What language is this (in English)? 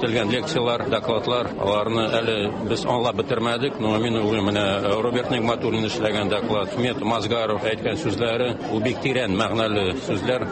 Tatar